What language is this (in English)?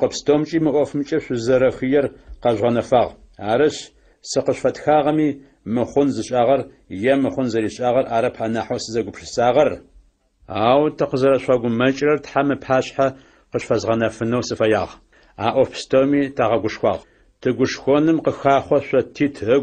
Adyghe